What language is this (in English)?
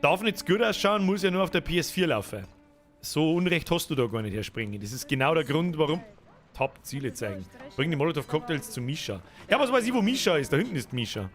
Bavarian